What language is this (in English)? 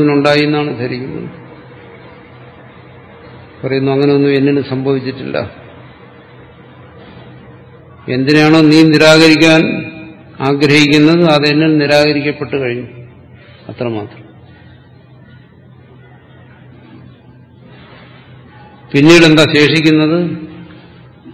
Malayalam